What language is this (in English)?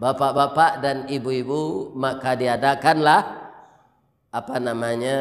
Minangkabau